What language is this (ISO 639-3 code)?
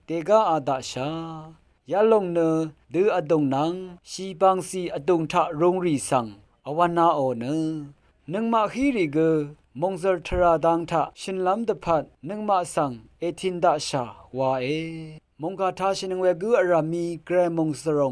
raw